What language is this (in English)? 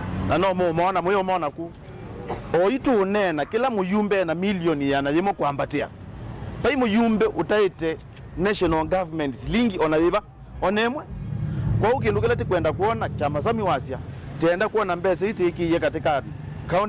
Kamba